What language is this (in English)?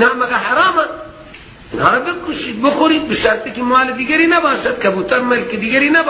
Persian